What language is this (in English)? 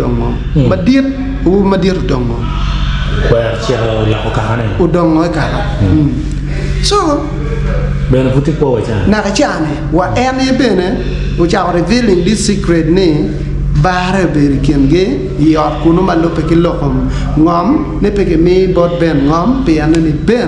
Acoli